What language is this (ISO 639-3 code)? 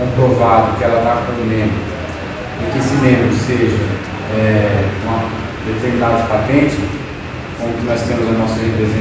por